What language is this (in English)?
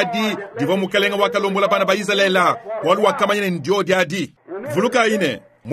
Luba-Lulua